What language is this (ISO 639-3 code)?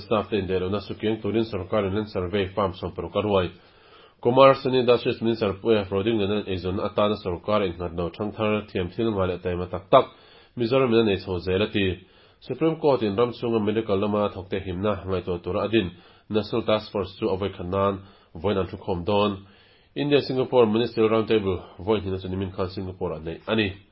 lus